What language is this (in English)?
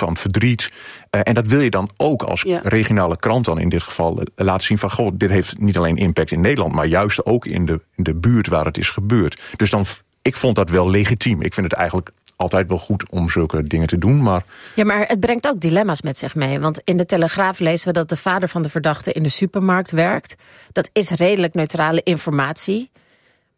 Dutch